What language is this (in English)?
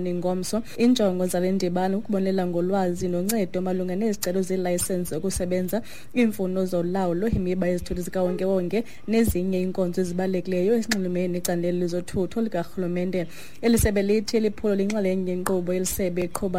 Xhosa